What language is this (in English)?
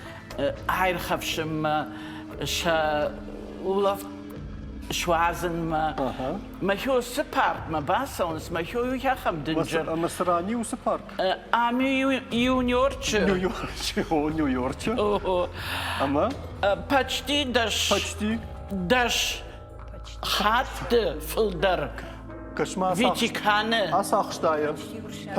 Ossetic